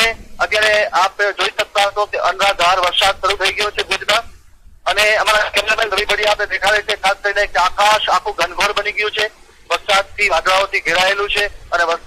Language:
Gujarati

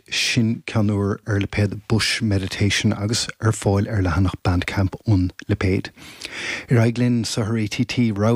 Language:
Irish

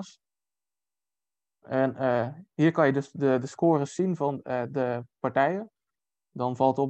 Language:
Dutch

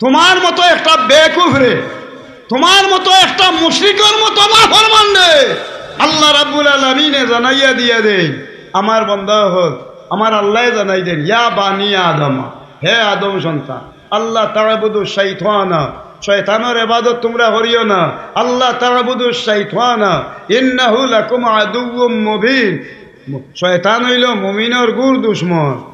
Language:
Sylheti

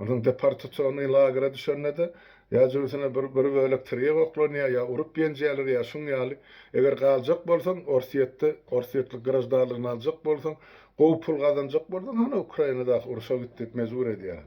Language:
Turkmen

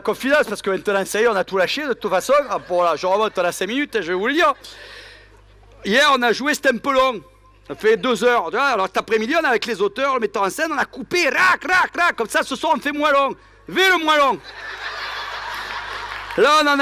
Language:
French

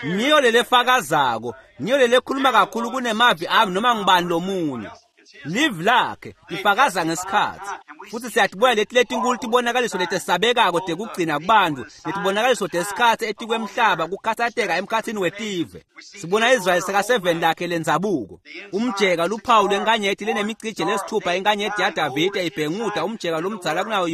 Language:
Swati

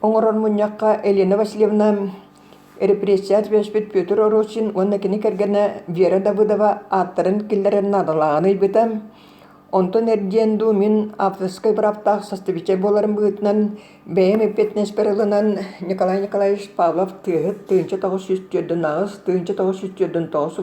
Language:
Yakut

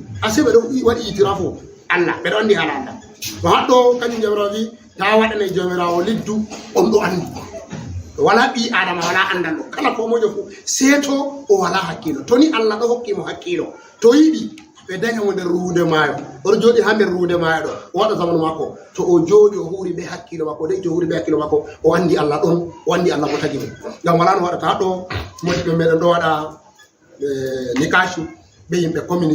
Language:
Fula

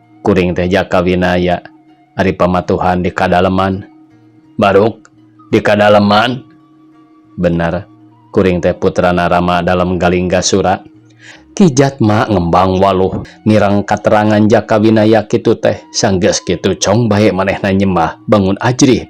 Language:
Sundanese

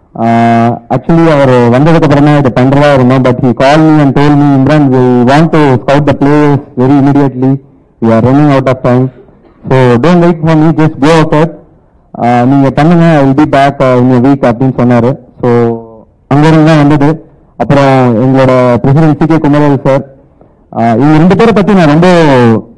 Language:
Tamil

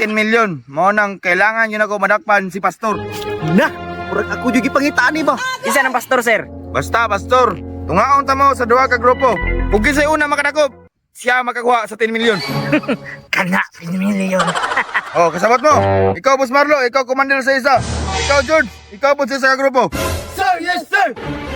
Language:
Cebuano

